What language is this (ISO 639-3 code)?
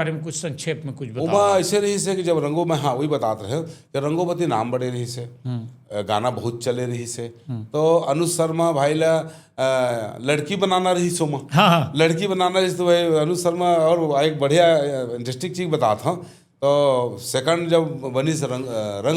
hne